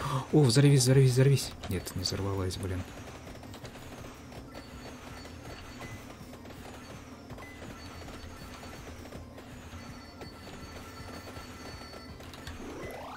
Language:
Russian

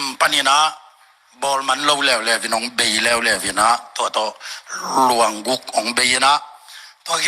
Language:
Tedim Chin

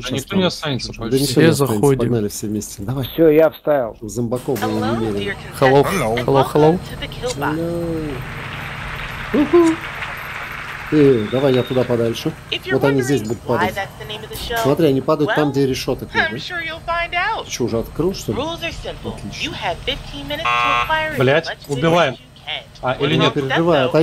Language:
Russian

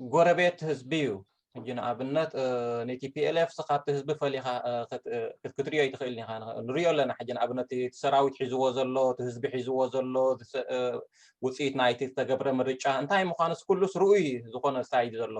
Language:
Tigrinya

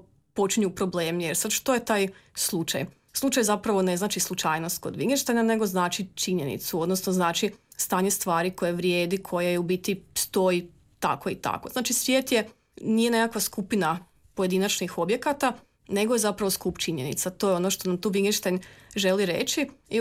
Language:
Croatian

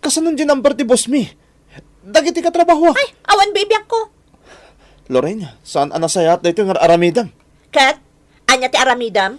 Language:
Iloko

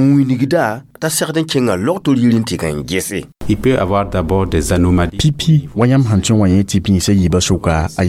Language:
Mossi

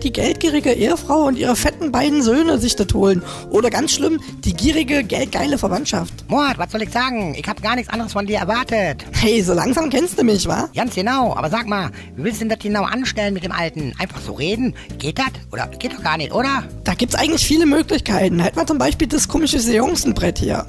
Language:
German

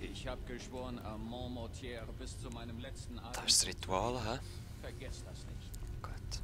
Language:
Swiss German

